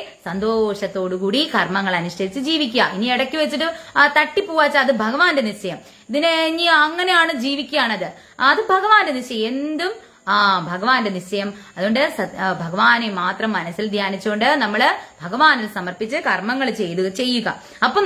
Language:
Malayalam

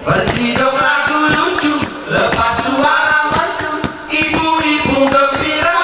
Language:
Gayo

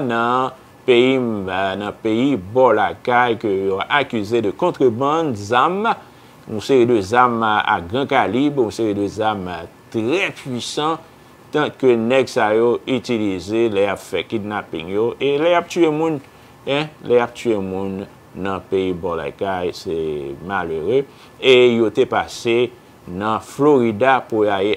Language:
Haitian Creole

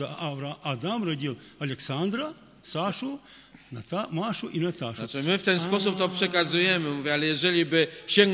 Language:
Polish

